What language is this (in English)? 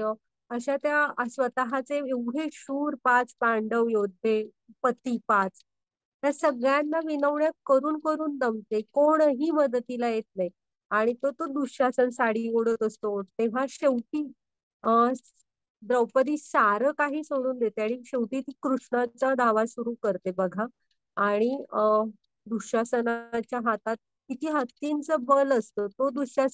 Marathi